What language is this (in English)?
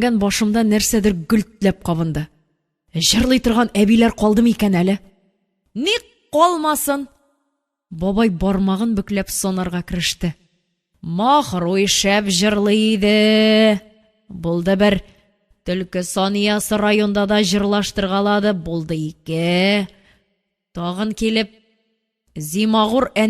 Tatar